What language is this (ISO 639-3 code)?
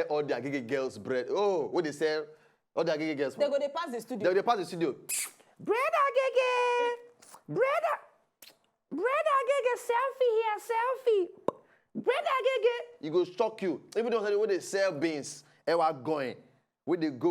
pcm